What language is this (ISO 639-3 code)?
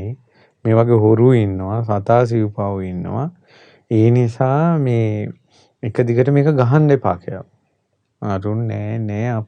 sin